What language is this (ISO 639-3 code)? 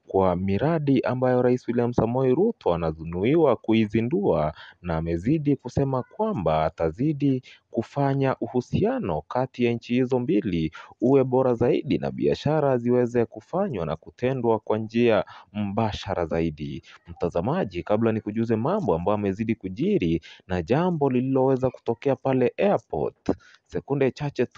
swa